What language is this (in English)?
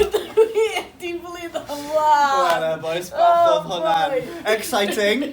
Welsh